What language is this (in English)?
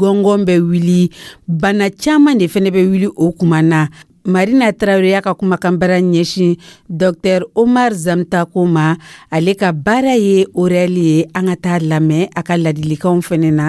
Dyula